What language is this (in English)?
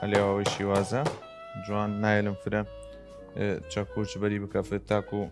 Southern Kurdish